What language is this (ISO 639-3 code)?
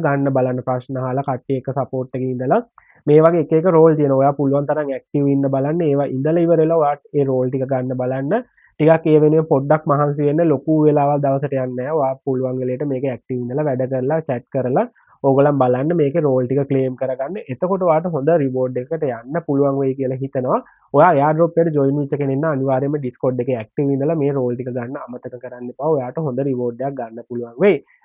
sin